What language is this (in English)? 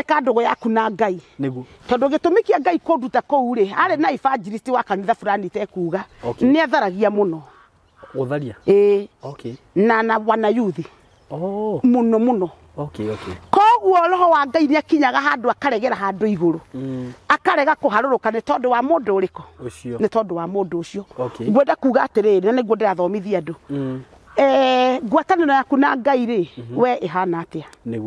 Kikuyu